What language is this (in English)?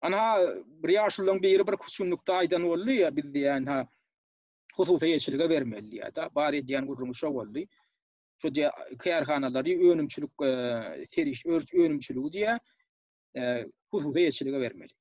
Turkmen